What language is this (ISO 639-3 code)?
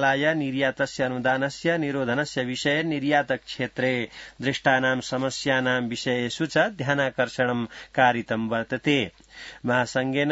san